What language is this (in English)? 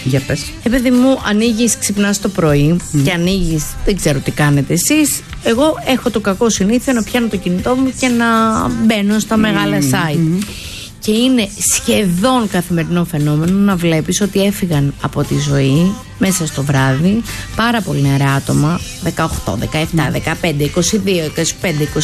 Greek